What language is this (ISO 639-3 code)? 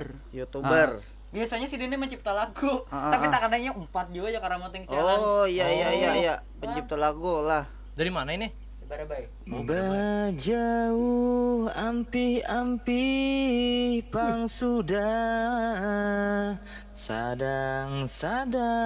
bjn